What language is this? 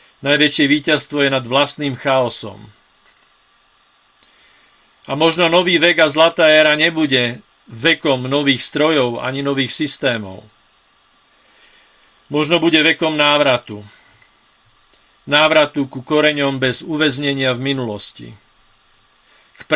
Slovak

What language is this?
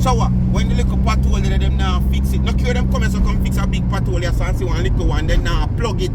Jamaican Creole English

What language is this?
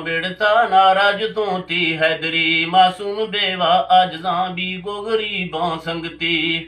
Eastern Balochi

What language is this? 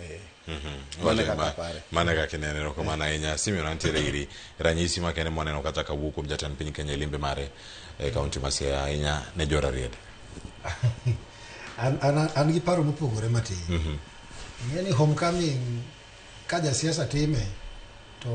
Luo (Kenya and Tanzania)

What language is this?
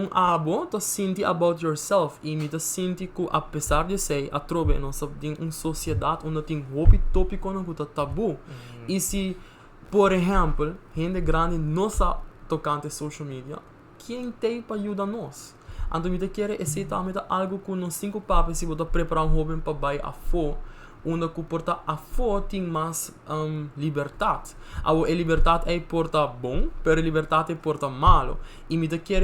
Papiamento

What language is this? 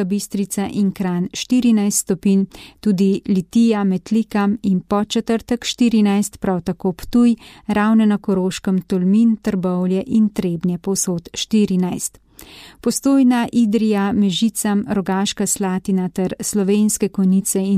Slovenian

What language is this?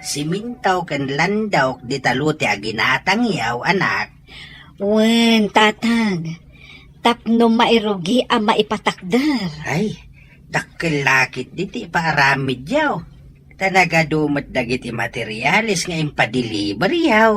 Iloko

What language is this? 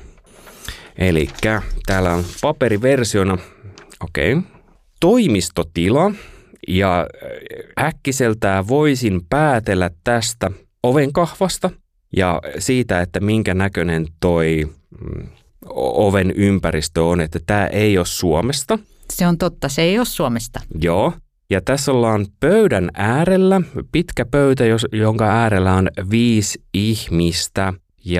Finnish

